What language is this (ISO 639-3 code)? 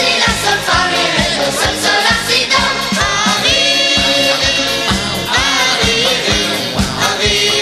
heb